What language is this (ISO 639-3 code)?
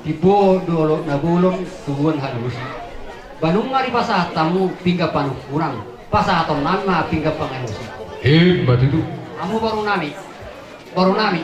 bbc